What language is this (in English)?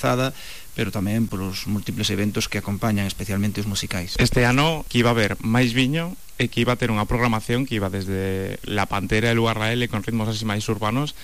Galician